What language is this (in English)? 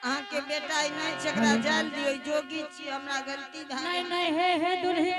Angika